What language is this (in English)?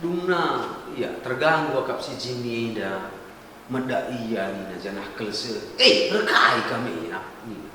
Batak Karo